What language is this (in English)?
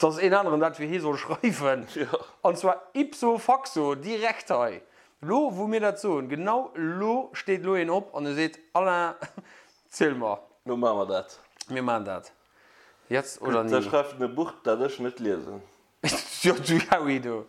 Luxembourgish